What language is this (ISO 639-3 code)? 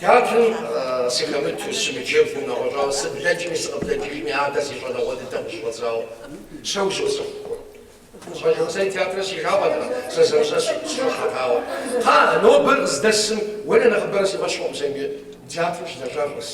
kbd